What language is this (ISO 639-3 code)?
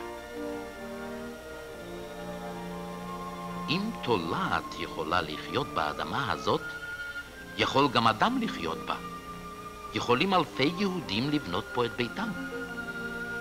heb